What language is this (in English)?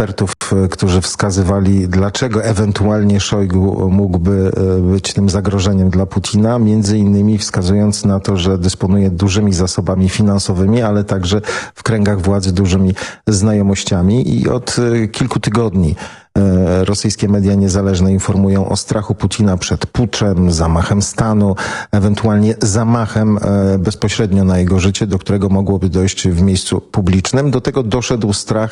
Polish